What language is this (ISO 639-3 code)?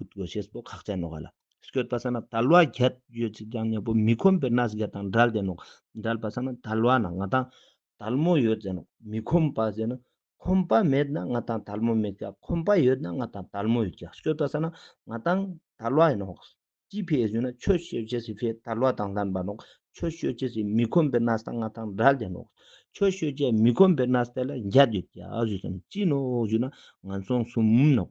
lbj